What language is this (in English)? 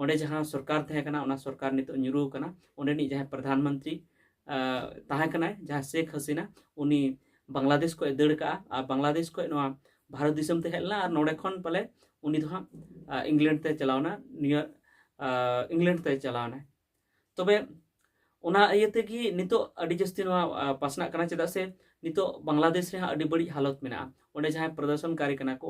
Santali